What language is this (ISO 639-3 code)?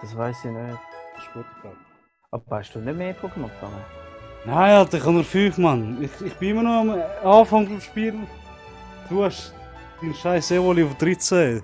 gsw